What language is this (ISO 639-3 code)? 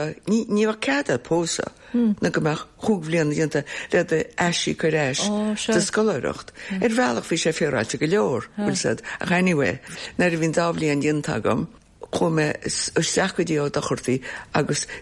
gle